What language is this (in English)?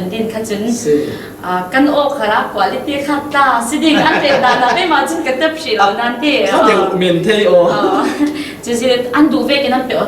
Falam Chin